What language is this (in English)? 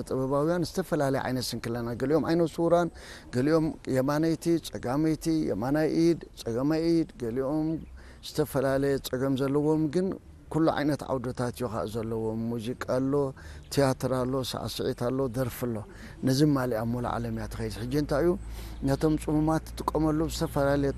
Tigrinya